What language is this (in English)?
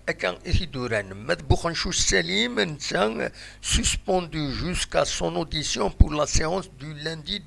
Kabyle